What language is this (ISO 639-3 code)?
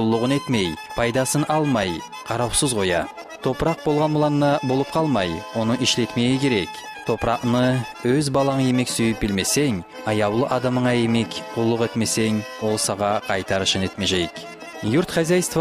kum